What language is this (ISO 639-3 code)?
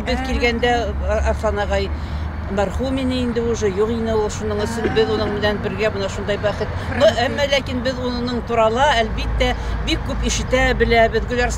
bak